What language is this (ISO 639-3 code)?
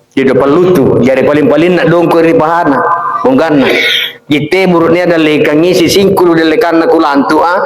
mak